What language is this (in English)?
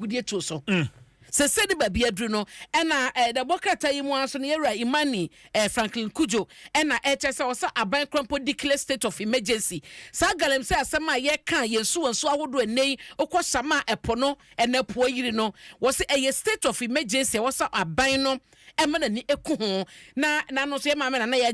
Akan